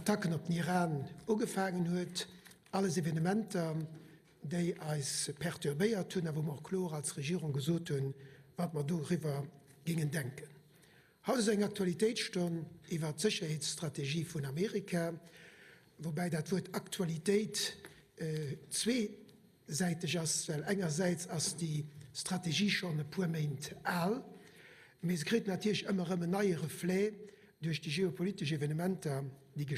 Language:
Luxembourgish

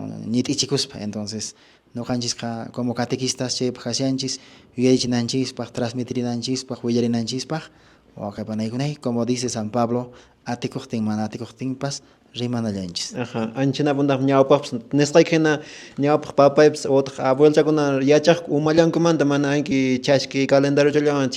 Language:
Quechua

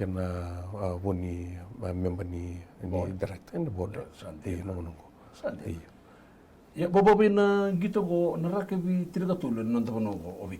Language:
Fijian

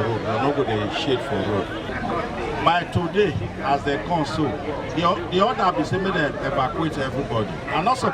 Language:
Nigerian Pidgin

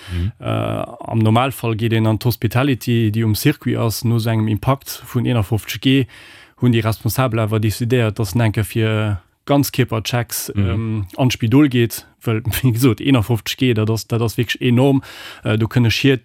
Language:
Luxembourgish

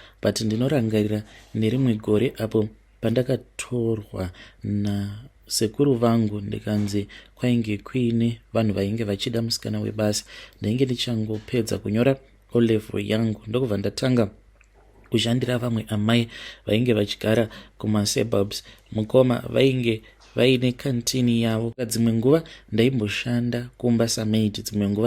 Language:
Shona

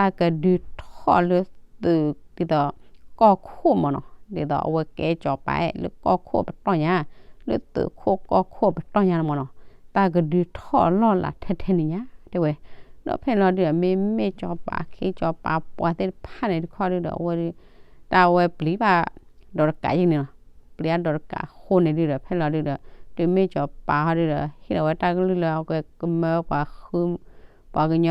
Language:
S'gaw Karen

